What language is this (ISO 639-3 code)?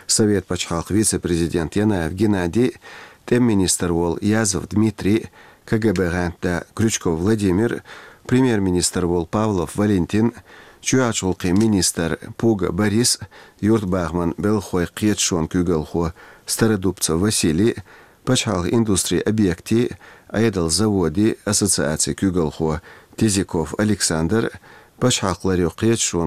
che